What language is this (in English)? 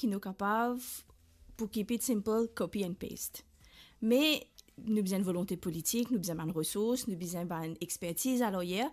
Morisyen